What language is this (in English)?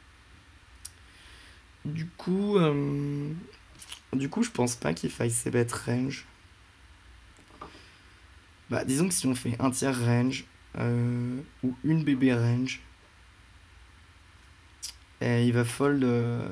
French